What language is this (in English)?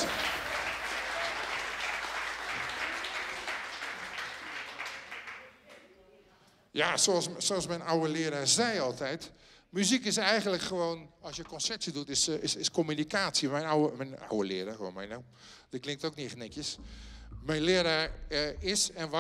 Dutch